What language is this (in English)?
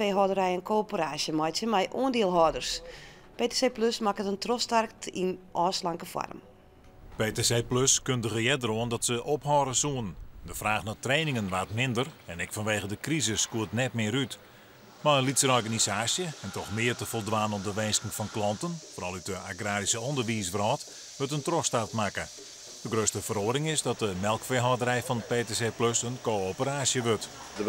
Western Frisian